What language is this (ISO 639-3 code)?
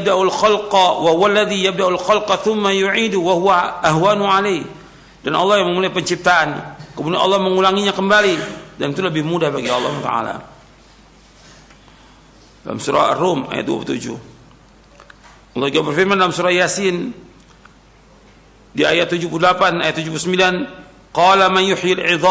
ind